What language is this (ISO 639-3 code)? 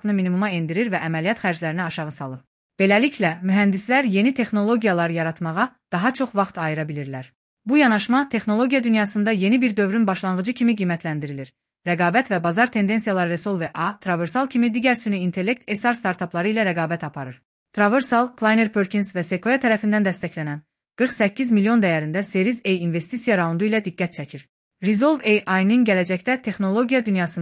aze